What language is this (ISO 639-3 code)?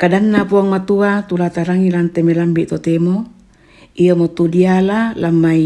sda